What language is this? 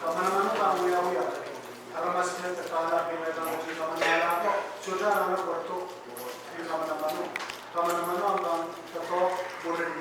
Pohnpeian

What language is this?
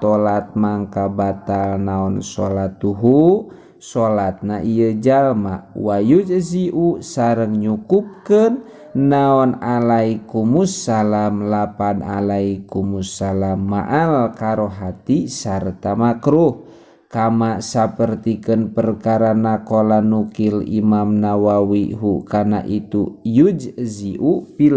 Sundanese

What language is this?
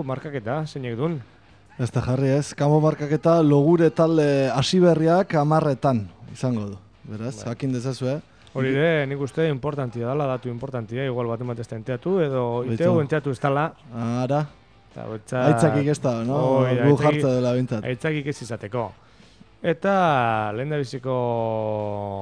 Basque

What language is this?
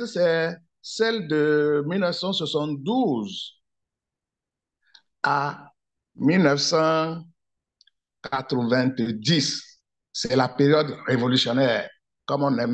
French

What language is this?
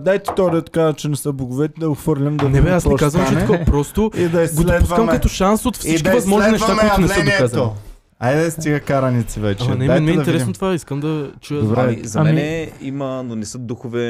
Bulgarian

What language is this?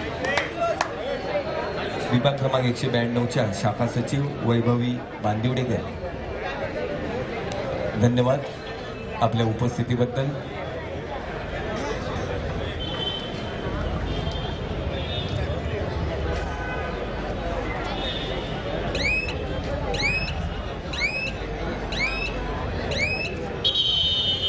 Marathi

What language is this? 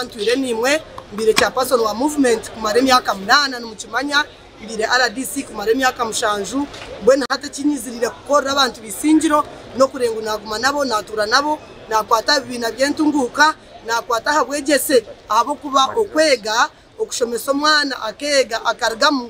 Nyankole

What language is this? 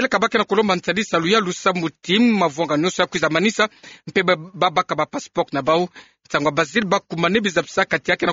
Kituba (Democratic Republic of Congo)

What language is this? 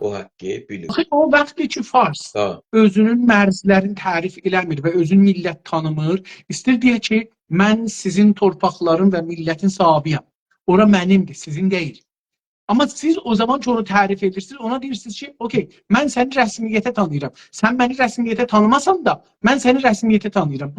South Azerbaijani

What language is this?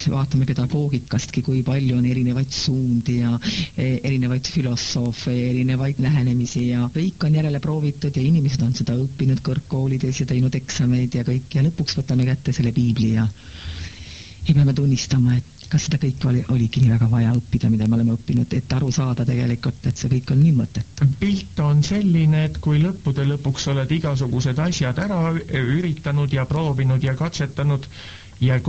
Estonian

